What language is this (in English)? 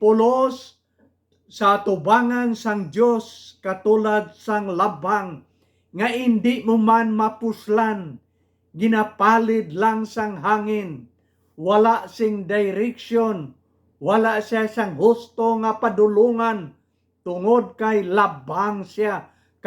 Hiligaynon